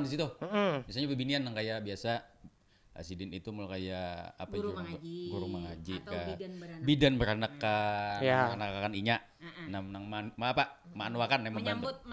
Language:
Banjar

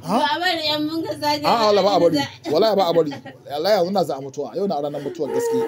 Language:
Hausa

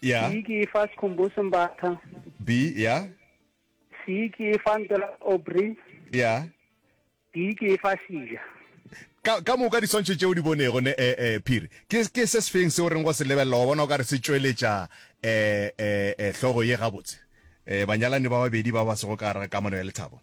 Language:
Northern Sotho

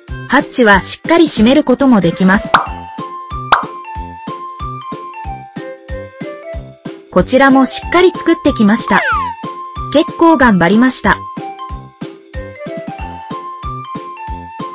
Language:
Japanese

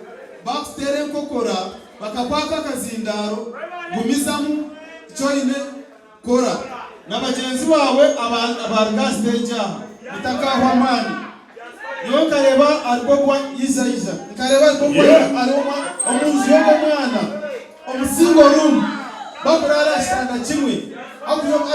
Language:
Nyankole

